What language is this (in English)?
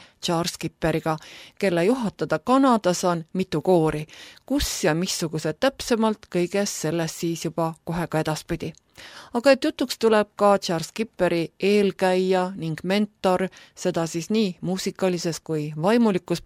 Estonian